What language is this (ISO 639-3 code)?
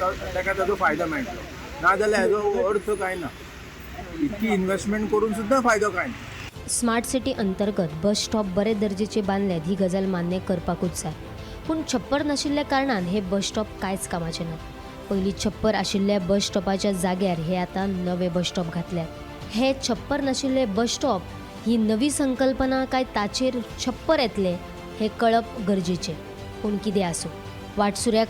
kok